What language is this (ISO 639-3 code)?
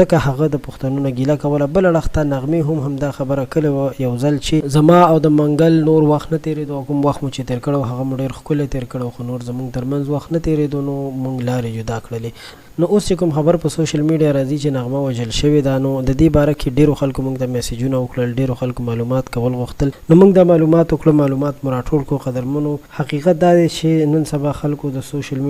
pus